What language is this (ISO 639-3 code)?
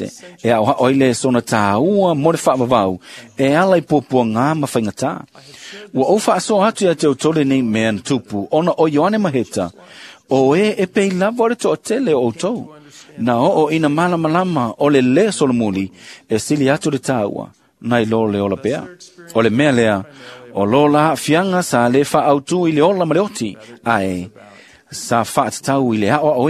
smo